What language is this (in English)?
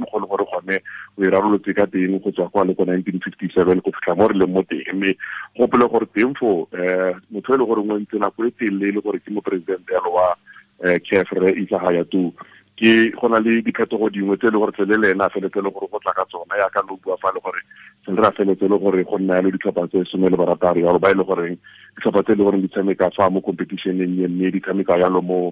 Tswana